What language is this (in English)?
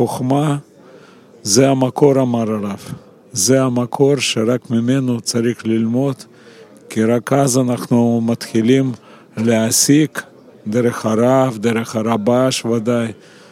Hebrew